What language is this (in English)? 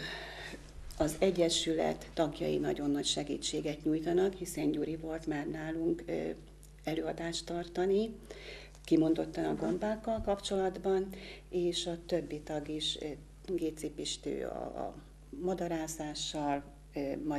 Hungarian